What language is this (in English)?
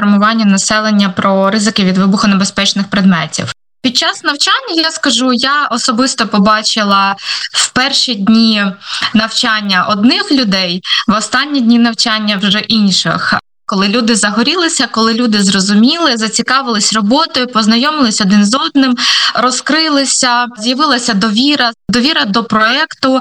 Ukrainian